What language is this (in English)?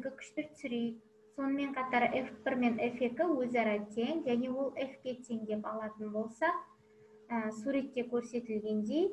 Kazakh